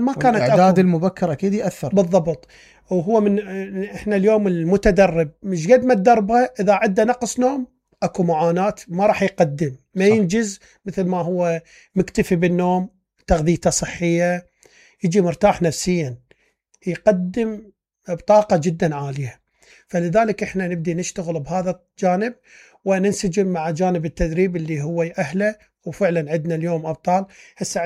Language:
Mesopotamian Arabic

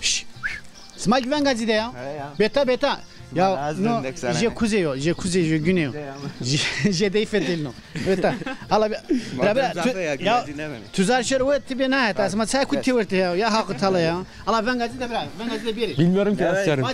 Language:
Zaza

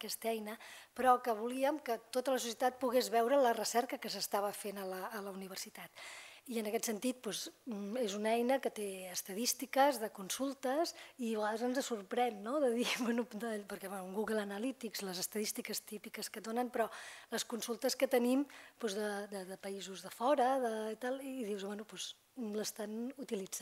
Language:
Catalan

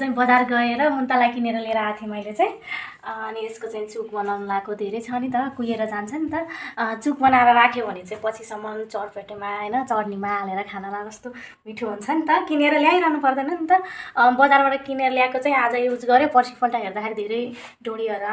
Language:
Nepali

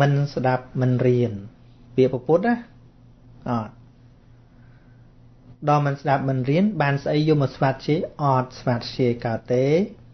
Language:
Khmer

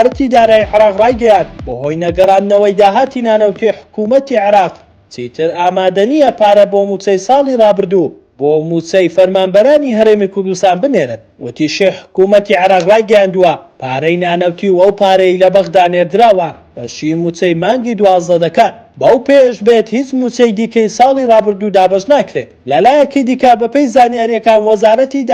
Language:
Central Kurdish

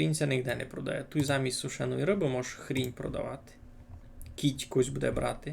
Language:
Rusyn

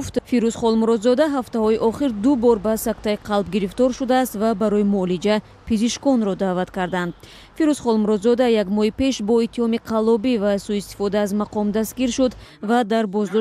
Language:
Tajik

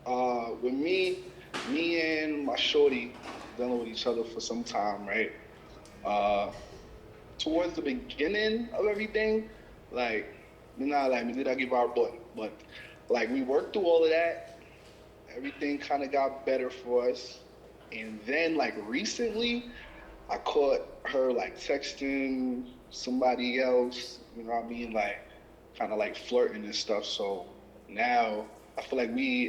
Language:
Jamaican Creole English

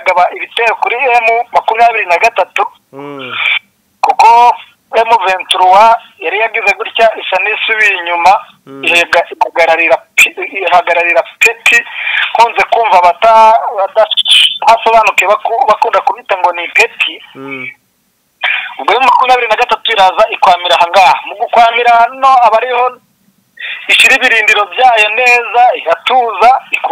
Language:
Kinyarwanda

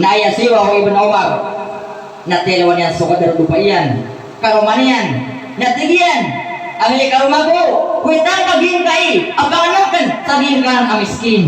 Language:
Maranao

